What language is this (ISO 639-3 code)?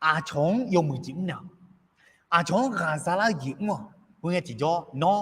ahk